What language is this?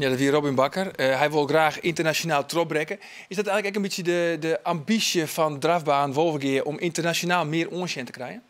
Western Frisian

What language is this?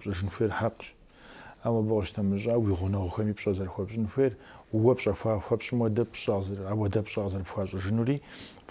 Kabardian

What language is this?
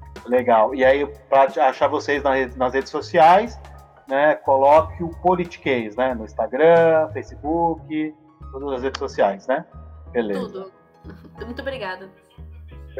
Portuguese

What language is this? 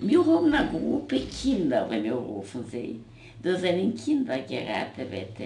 Yiddish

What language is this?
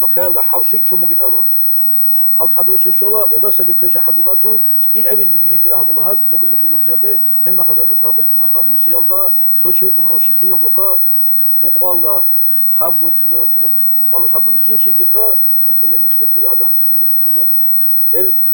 Avaric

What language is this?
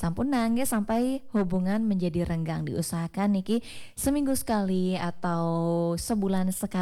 Balinese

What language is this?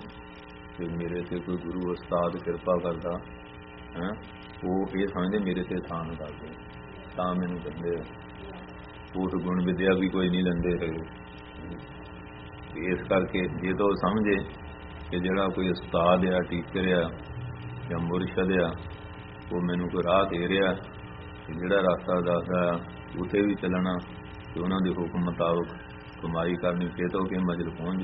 Punjabi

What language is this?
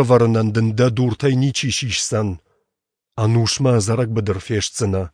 Ossetic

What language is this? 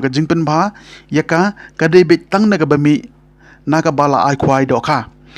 Khasi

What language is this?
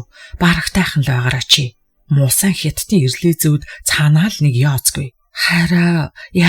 Mongolian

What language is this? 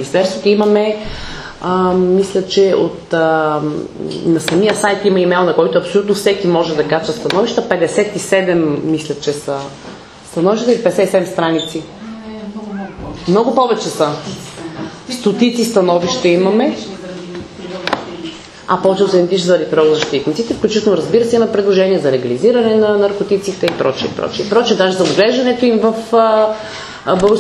Bulgarian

